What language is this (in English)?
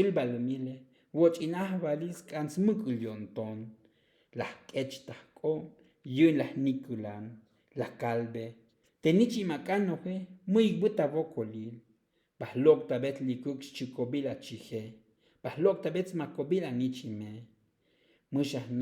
Tzotzil